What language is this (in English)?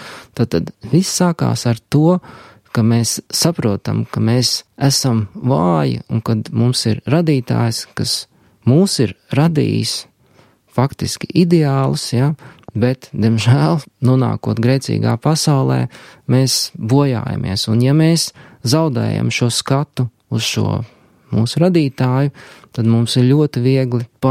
Latvian